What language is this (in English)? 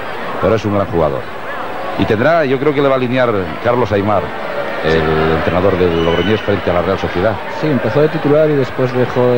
Spanish